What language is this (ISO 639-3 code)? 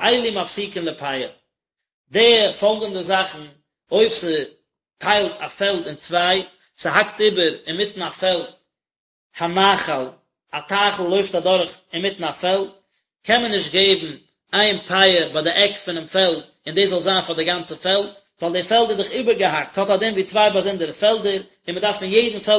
yid